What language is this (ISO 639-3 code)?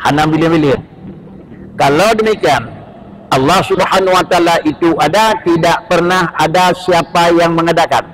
ace